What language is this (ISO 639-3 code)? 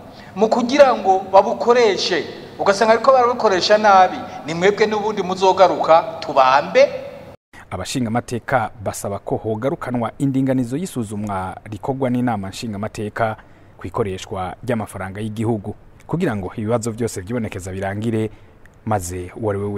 run